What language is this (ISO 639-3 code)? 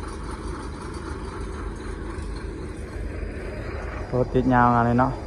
lao